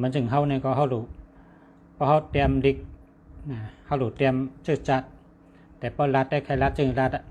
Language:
Shan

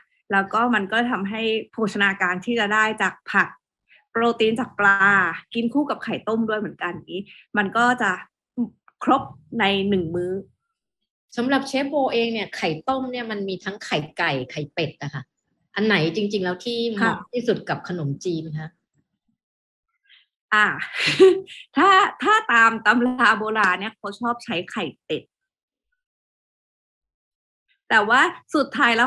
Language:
Thai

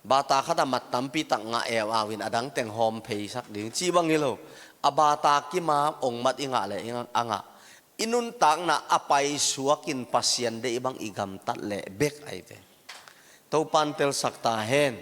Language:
Tedim Chin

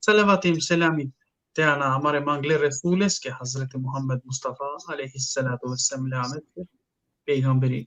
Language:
Balkan Romani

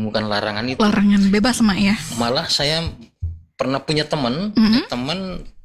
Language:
Indonesian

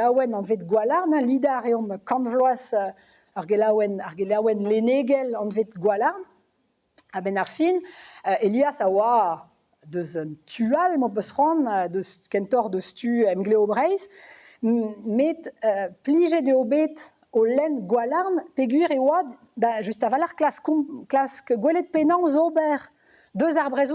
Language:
Breton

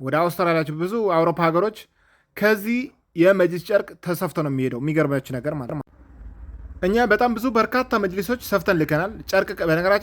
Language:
Amharic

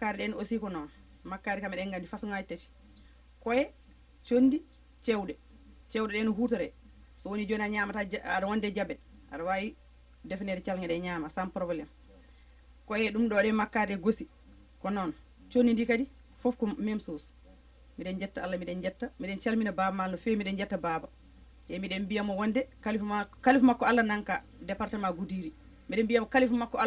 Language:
Fula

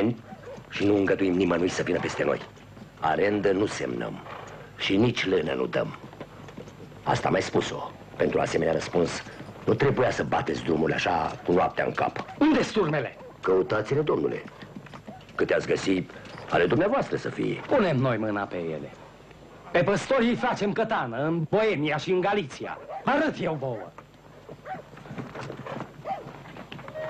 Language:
Romanian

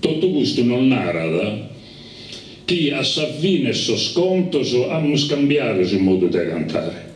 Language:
Sardinian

